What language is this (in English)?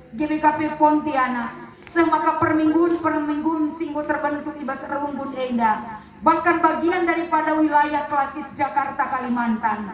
Batak Karo